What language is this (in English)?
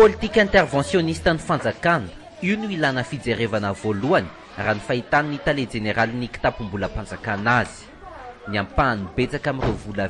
Malagasy